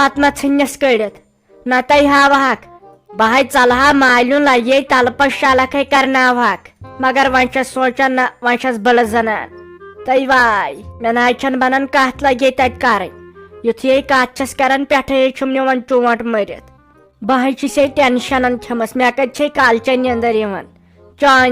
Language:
Kashmiri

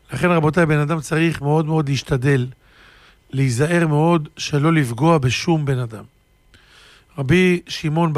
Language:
Hebrew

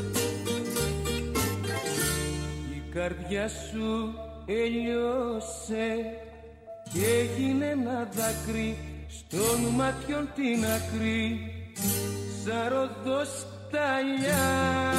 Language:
Greek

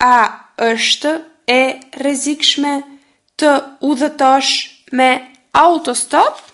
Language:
Albanian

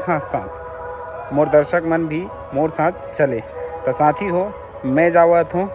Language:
Chhattisgarhi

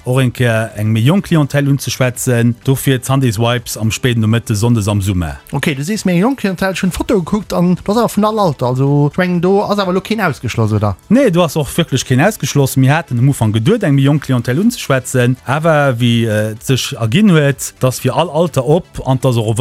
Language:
Luxembourgish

